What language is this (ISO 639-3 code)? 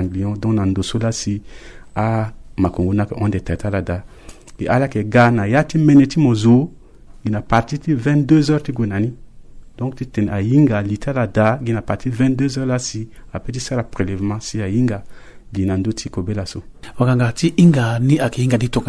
sag